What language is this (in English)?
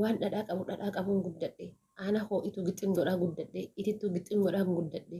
Oromo